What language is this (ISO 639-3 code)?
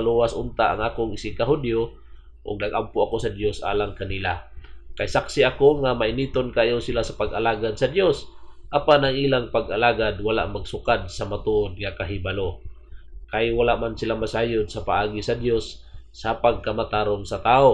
ceb